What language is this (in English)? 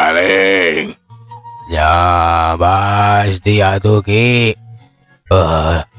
Sundanese